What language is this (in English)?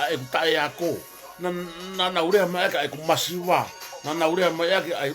Tongan